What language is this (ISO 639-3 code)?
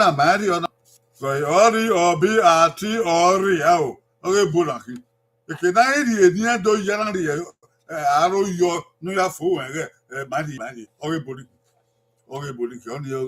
bin